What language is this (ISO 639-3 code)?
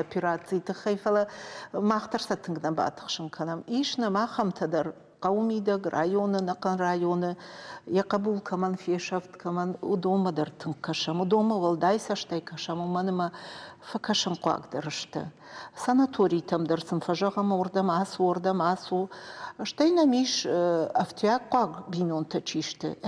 oss